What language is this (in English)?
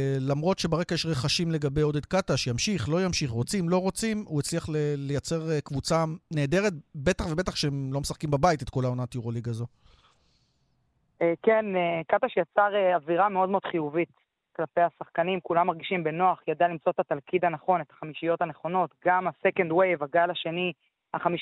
Hebrew